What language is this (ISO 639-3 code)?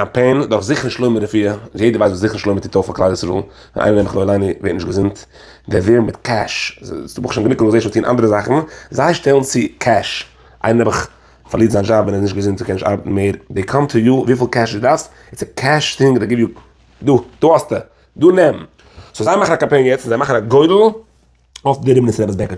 yid